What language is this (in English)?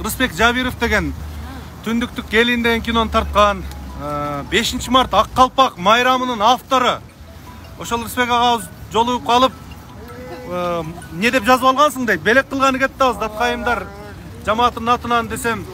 Kyrgyz